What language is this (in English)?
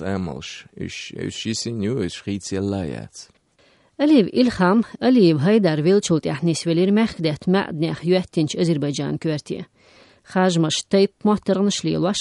Chechen